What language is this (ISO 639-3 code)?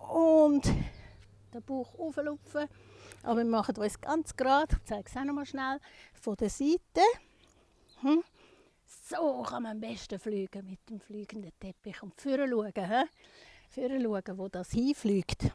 gsw